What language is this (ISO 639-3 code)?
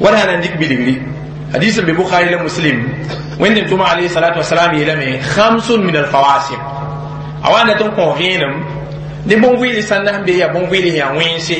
mos